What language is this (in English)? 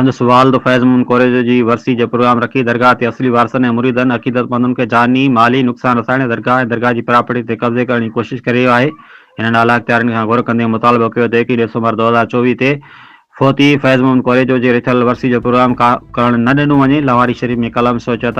Sindhi